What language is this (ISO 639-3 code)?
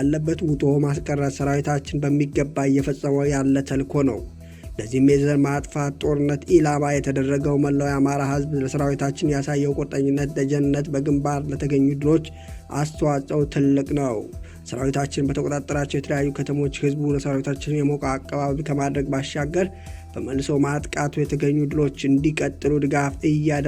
amh